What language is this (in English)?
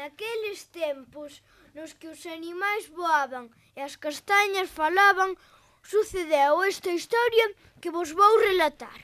Galician